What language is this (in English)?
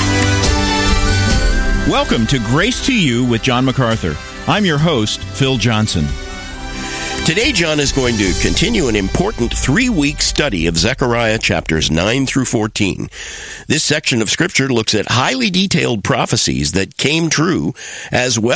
English